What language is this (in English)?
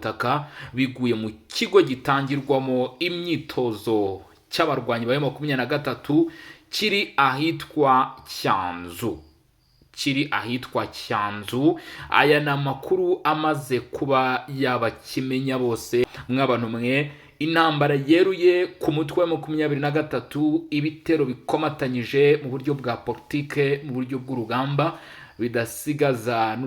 Kinyarwanda